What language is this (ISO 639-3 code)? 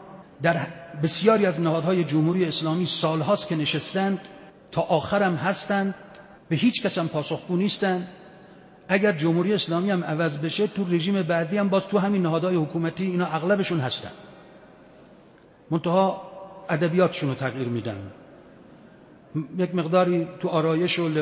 fas